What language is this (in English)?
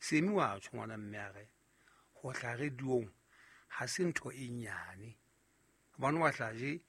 Southern Sotho